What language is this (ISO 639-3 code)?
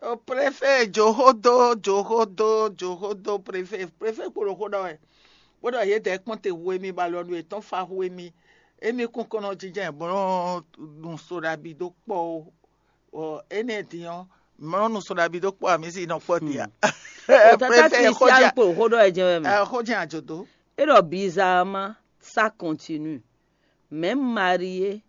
fon